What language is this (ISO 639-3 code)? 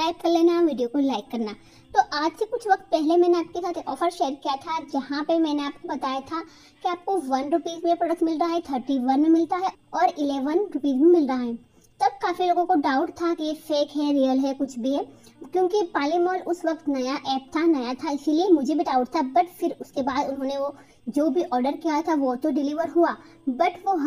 hin